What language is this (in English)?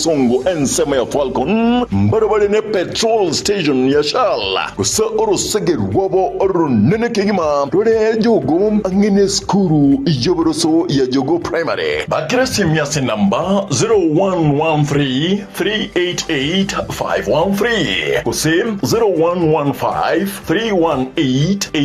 Gusii